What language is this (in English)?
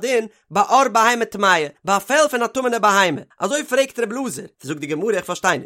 Yiddish